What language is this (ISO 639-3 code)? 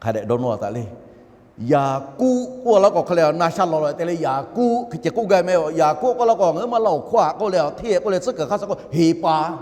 lhu